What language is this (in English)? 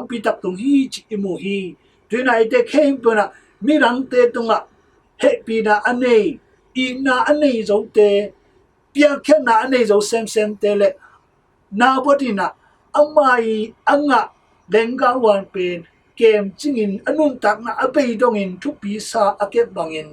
Tedim Chin